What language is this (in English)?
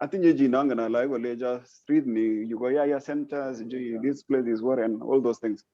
Kalenjin